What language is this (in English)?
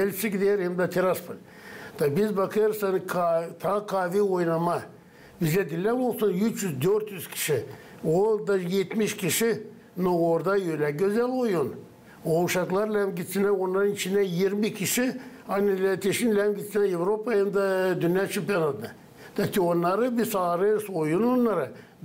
Gagauz